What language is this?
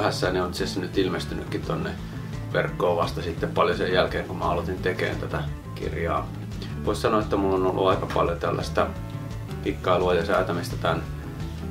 Finnish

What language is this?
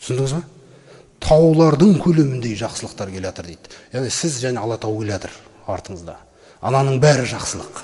Kazakh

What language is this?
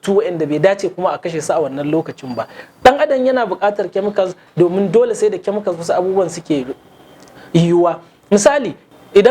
Hausa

